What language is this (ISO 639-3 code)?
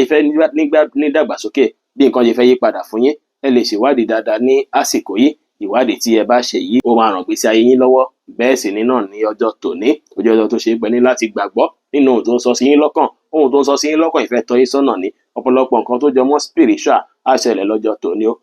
yor